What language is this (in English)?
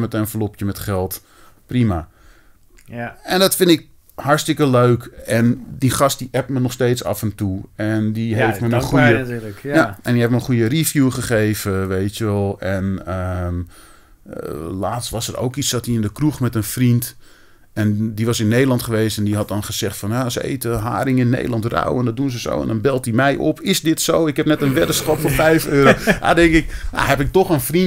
Dutch